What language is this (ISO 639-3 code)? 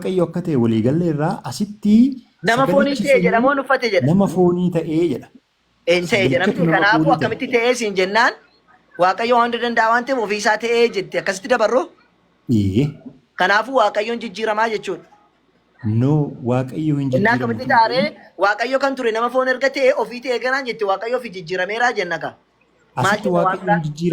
orm